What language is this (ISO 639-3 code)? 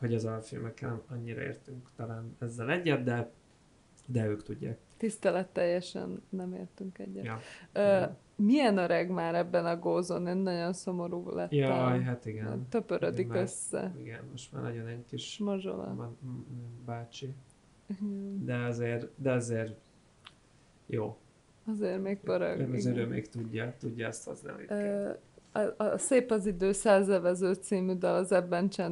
hun